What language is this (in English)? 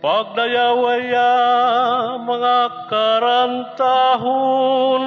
Waray